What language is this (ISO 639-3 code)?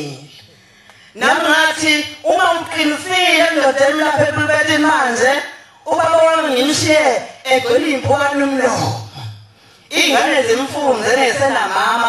zul